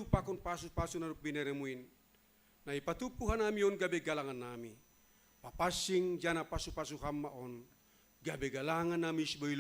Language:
Batak Simalungun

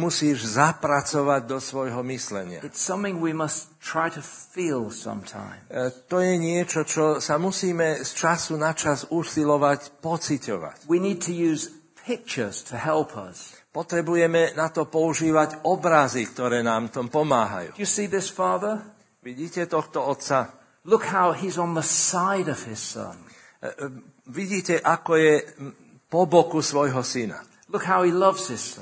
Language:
Slovak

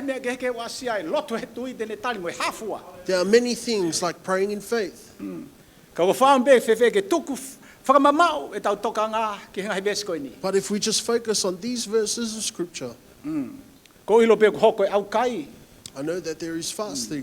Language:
Tongan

